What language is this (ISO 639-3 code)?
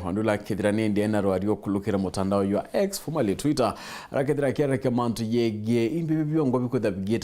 mer